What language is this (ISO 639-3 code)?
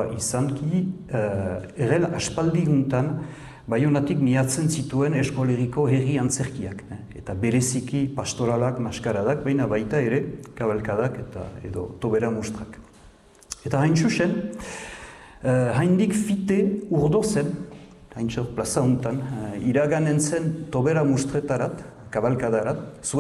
eus